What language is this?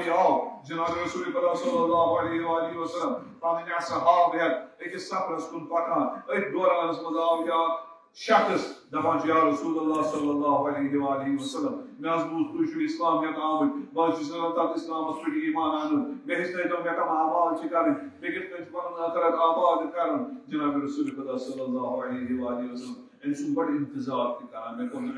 Kashmiri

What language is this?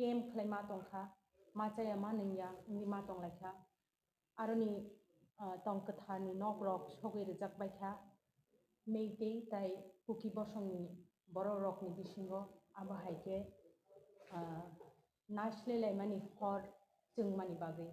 Kok Borok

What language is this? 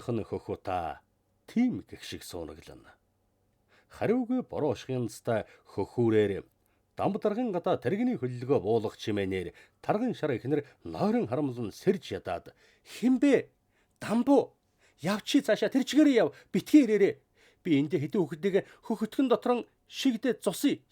Mongolian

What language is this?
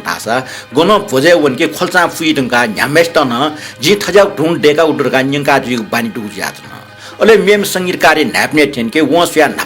Newari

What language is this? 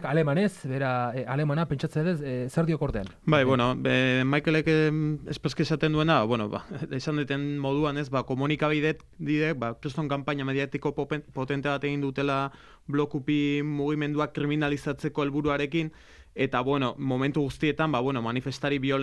Basque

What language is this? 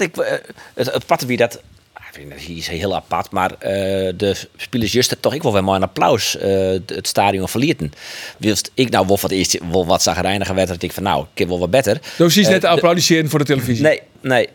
Western Frisian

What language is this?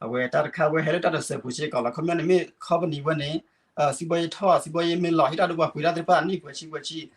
S'gaw Karen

